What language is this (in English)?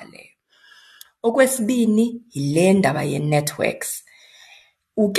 Xhosa